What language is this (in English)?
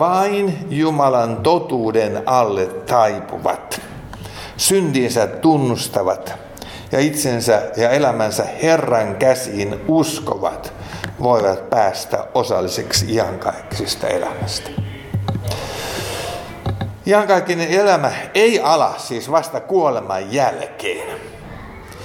Finnish